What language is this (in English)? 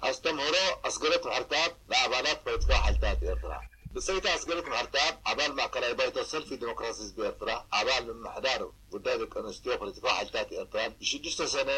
Tigrinya